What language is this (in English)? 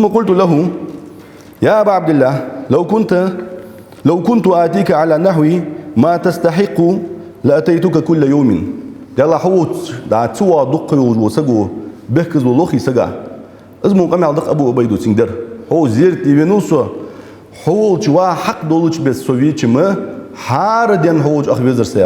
Ingush